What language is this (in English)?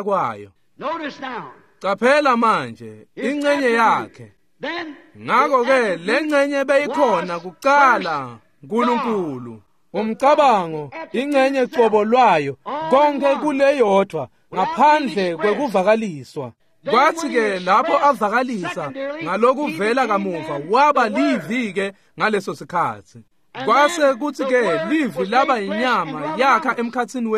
Swati